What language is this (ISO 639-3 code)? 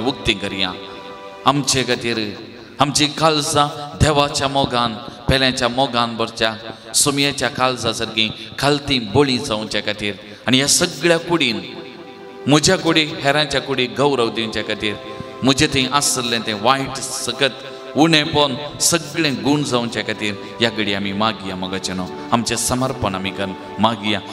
kok